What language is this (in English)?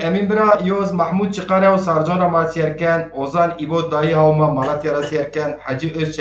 Zaza